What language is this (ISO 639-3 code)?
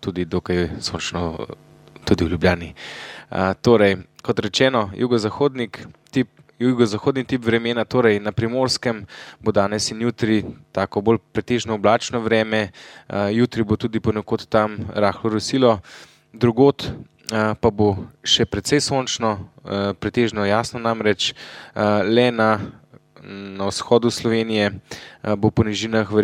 slv